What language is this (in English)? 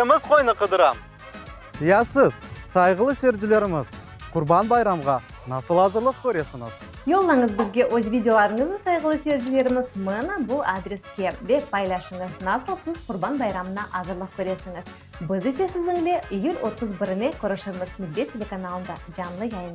Crimean Tatar